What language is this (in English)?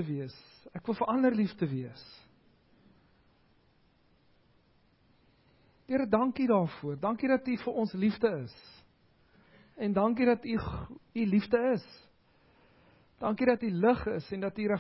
Afrikaans